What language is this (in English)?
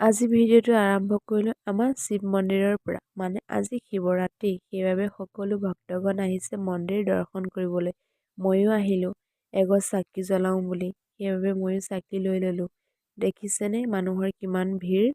Assamese